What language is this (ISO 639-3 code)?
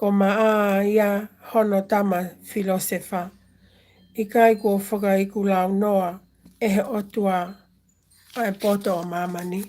ton